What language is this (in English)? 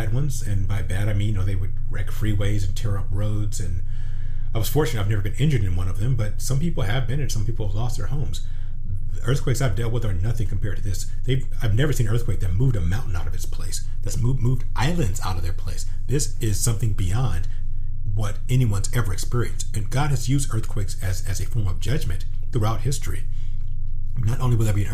English